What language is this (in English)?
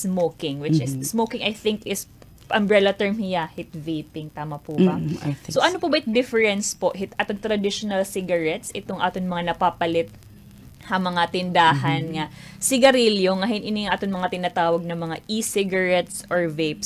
Waray